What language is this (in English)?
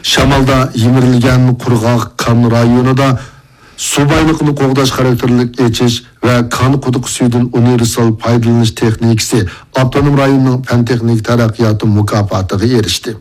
Uyghur